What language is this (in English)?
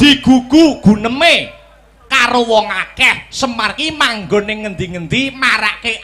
Javanese